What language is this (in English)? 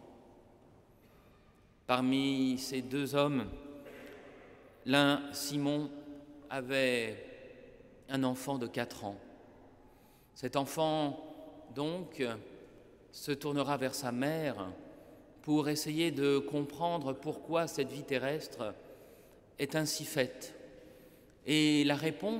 French